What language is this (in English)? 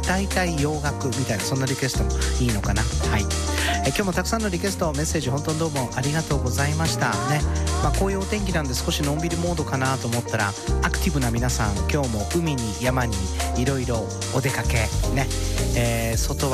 Japanese